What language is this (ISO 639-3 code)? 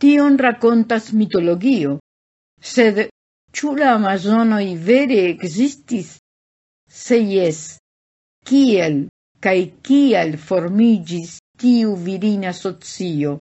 epo